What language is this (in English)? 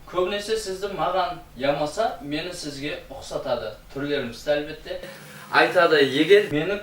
Kara-Kalpak